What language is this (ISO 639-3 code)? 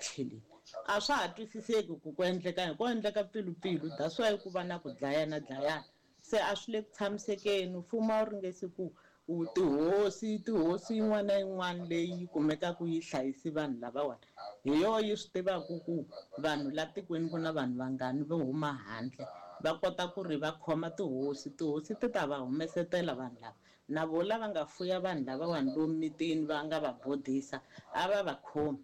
tso